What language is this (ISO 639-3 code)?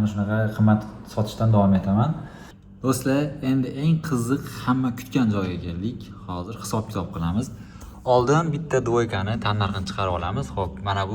uzb